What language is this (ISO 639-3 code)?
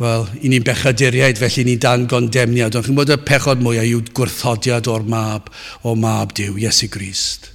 cym